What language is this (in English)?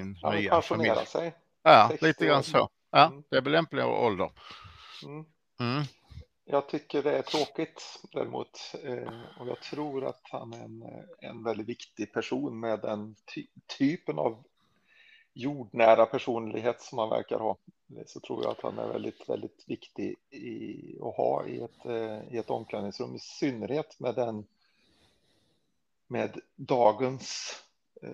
Swedish